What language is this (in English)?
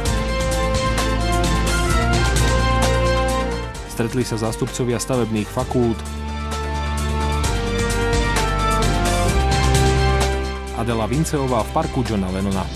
Slovak